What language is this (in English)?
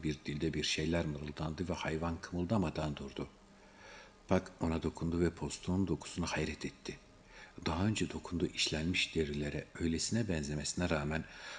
Turkish